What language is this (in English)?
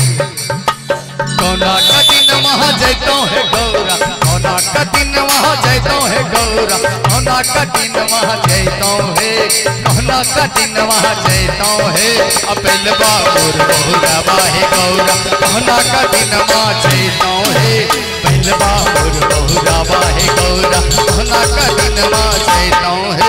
Bhojpuri